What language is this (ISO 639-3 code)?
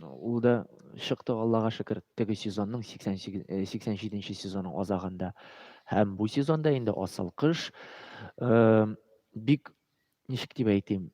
tat